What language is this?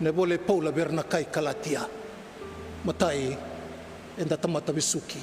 Fijian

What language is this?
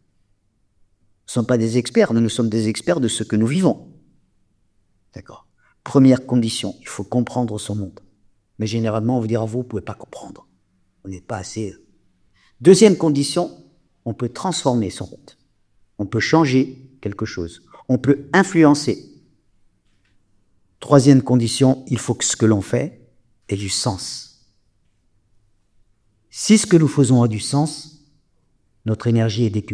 French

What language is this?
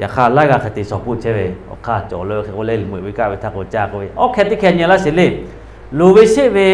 Lahu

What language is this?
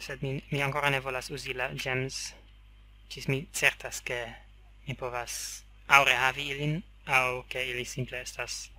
Esperanto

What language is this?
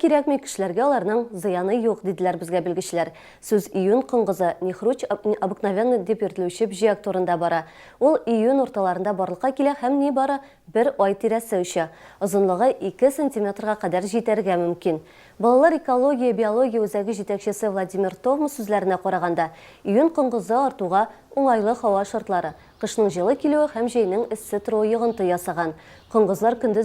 Tatar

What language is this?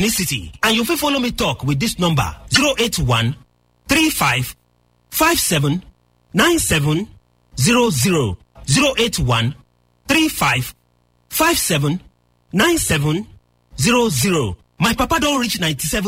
Nigerian Pidgin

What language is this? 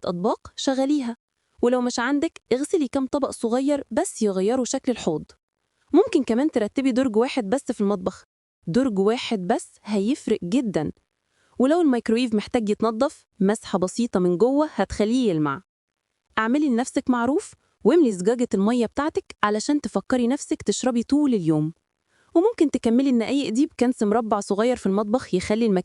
Egyptian Arabic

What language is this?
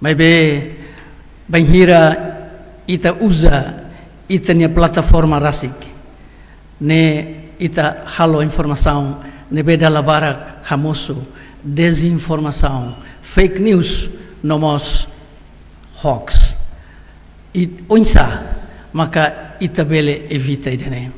Tetum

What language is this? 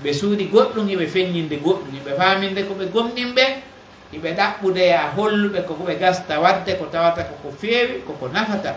Pular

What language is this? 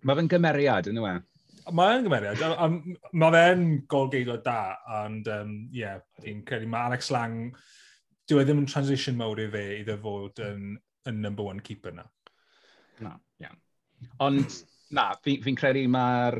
Welsh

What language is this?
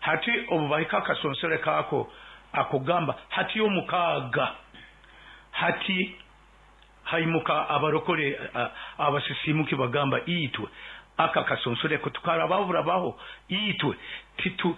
Nyoro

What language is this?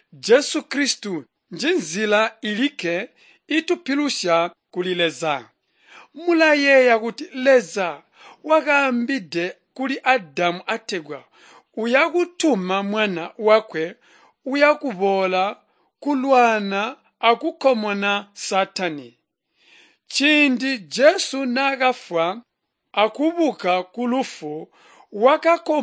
Tonga (Zambia)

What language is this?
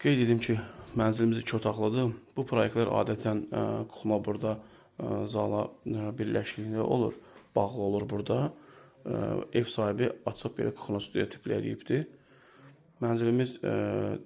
Azerbaijani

